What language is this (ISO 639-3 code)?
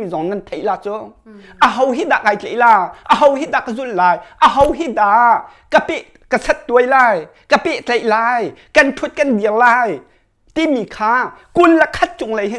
cnh